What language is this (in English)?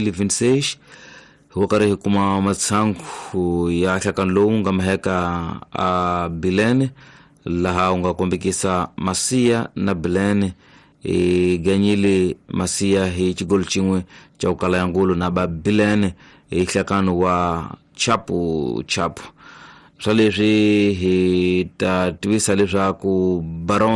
Tsonga